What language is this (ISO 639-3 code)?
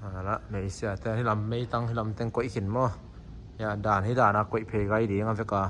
ctd